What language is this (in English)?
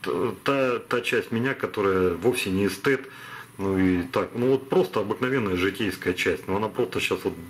Russian